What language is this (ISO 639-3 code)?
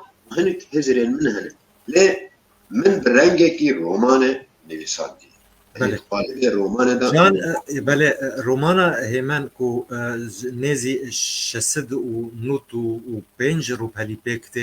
kur